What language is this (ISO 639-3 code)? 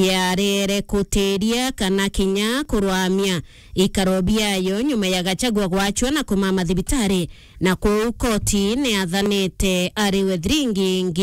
mer